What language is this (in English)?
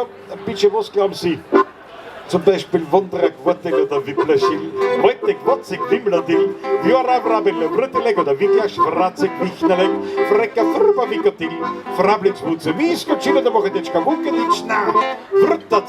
Bavarian